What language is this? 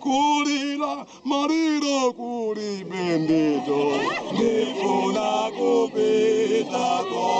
Nyanja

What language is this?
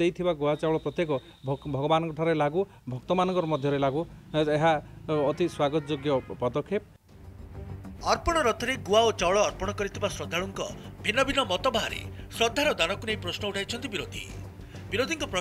Odia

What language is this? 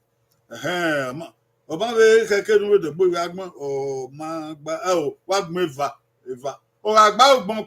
Bini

